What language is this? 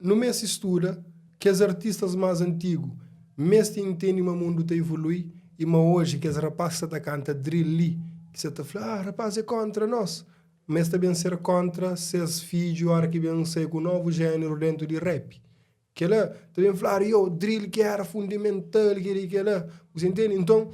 Kabuverdianu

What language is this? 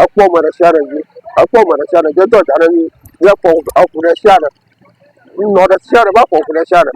Ewe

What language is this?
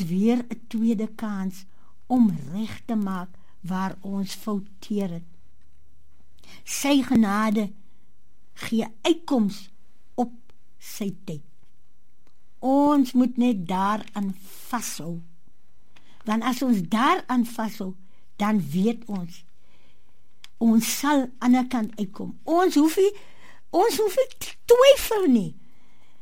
Afrikaans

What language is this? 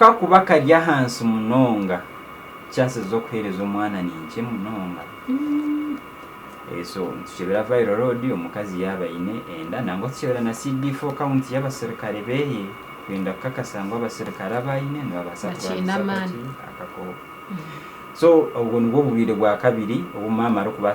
Nyankole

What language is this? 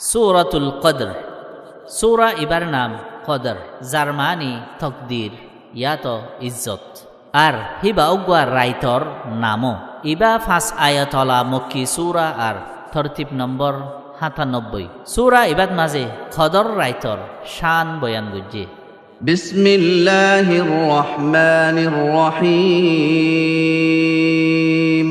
Rohingya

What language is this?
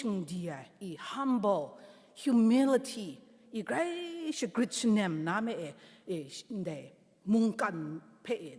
Kachin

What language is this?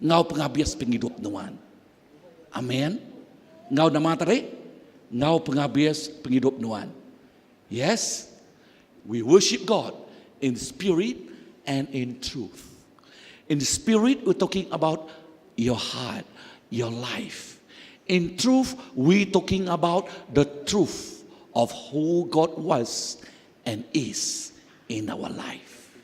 Iban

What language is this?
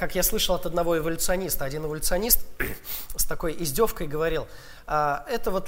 Russian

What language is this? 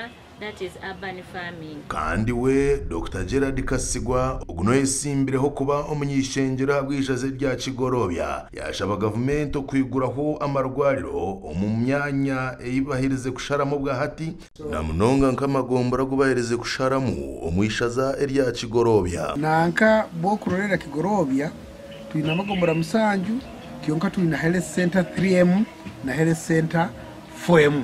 Nyankole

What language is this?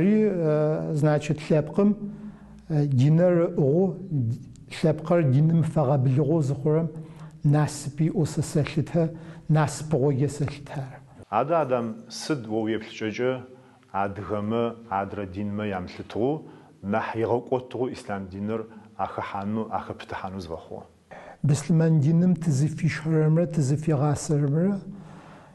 Adyghe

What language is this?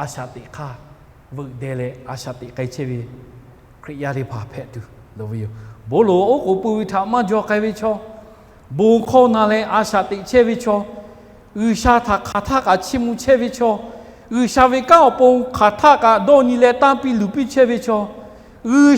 Lahu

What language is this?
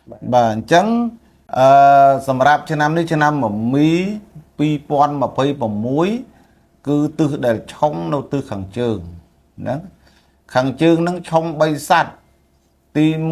Khmer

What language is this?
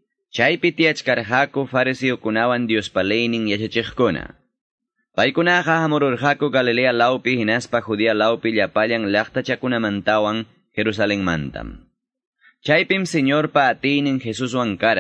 Quechua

